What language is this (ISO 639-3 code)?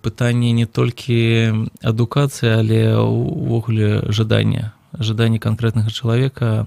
bel